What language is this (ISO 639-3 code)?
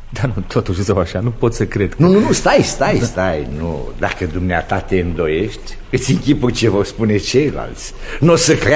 ron